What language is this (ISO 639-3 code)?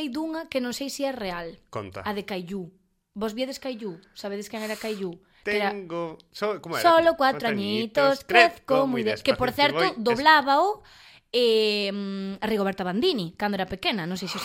glg